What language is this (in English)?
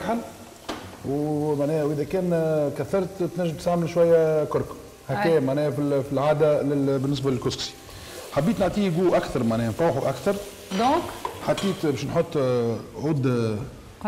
Tunisian Arabic